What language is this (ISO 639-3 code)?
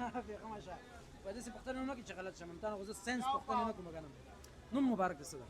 pus